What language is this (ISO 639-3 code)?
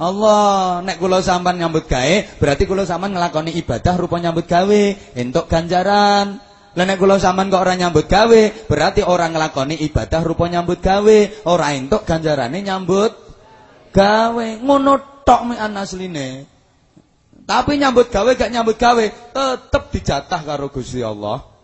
jav